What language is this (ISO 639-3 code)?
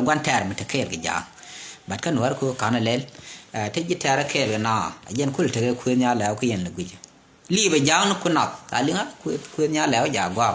nus